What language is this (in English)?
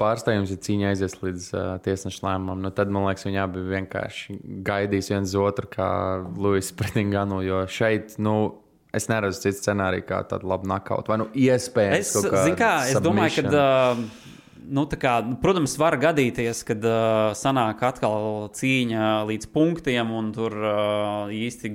Latvian